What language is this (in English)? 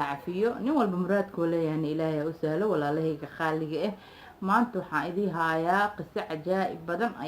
Somali